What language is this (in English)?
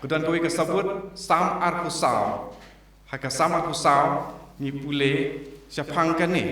Khasi